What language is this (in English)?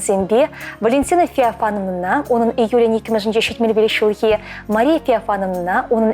Chuvash